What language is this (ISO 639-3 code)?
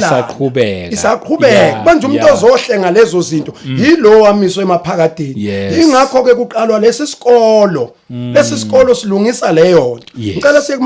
zul